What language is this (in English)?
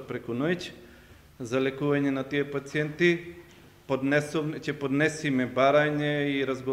Macedonian